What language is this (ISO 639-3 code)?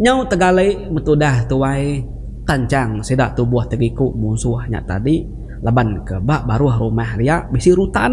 iba